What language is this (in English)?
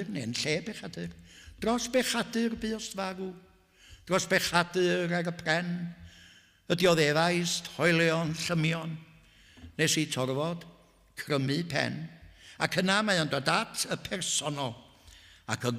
Welsh